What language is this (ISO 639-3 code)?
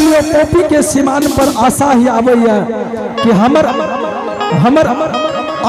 anp